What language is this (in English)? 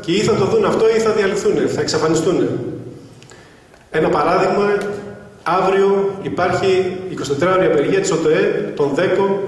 Greek